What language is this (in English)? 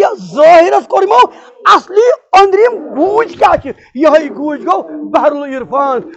Kashmiri